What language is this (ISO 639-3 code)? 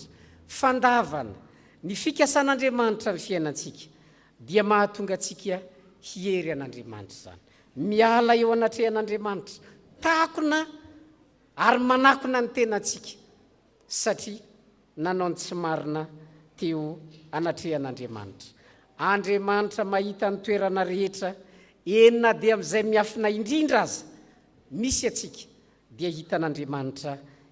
mlg